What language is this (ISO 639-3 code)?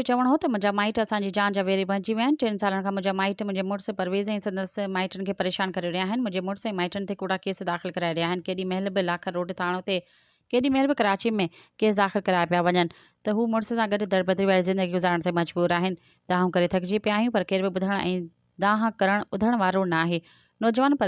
snd